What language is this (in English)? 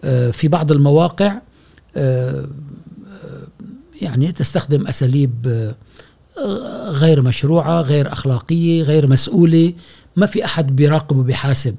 Gulf Arabic